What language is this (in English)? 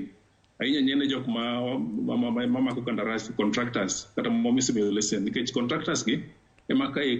Luo (Kenya and Tanzania)